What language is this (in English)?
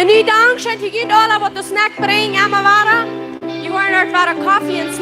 Plautdietsch